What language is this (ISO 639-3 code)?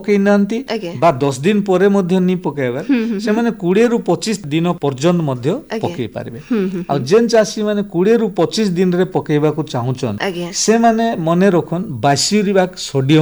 ori